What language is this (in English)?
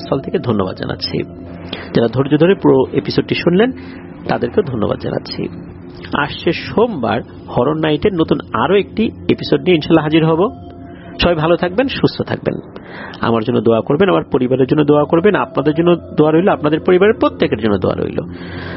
Bangla